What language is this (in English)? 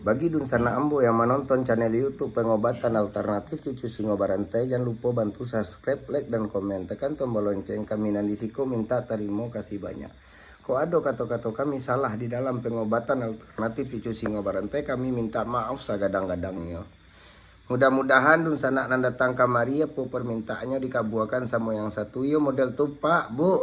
Minangkabau